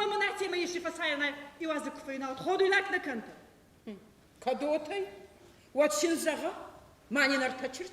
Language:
Ossetic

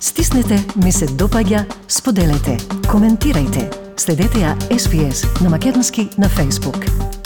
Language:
Macedonian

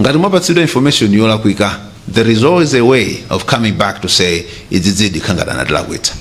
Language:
Nyanja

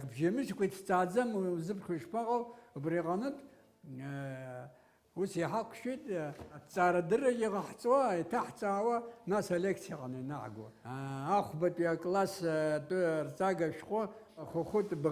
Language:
Abkhazian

